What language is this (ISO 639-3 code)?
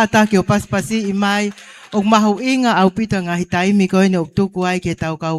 ton